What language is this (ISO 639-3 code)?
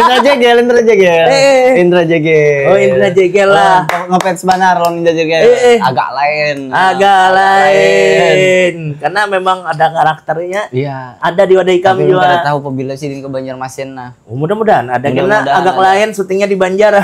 bjn